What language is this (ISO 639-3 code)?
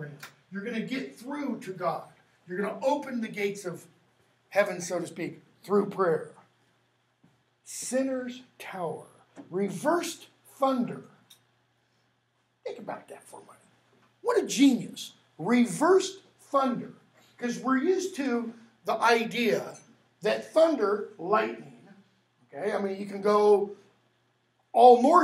eng